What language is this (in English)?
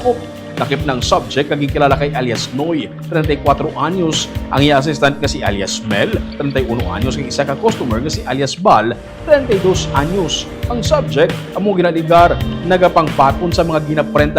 Hiligaynon